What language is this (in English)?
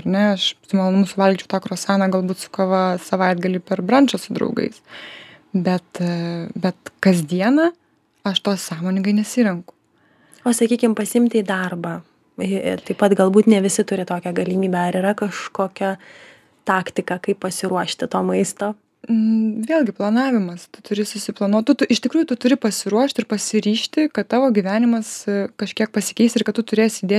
Lithuanian